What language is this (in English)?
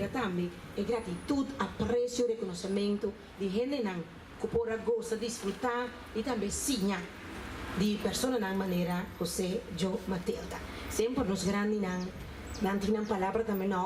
Papiamento